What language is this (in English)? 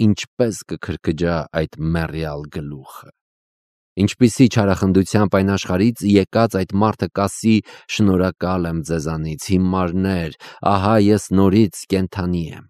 Armenian